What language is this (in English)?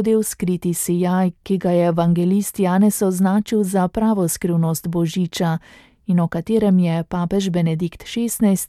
Slovenian